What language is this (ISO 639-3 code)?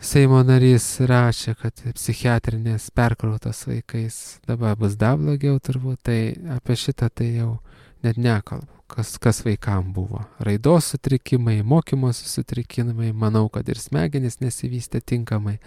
lit